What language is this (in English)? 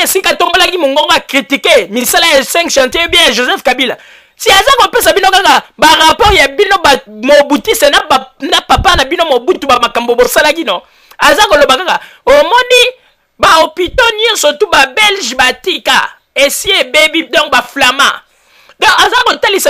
Lingala